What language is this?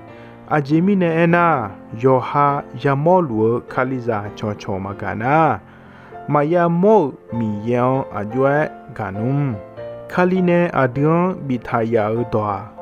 Akha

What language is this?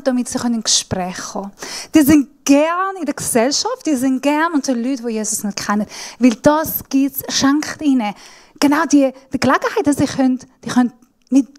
Swiss German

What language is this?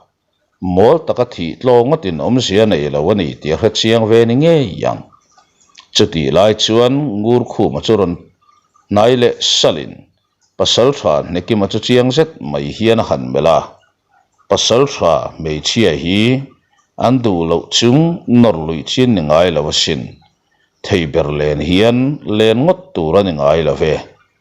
Mizo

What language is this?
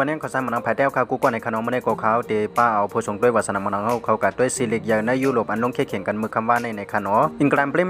Shan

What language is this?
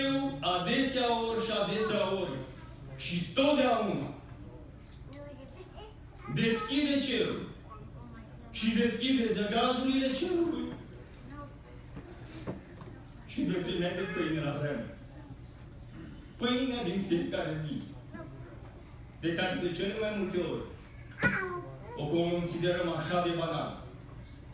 Romanian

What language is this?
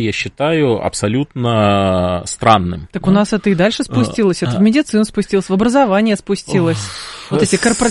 Russian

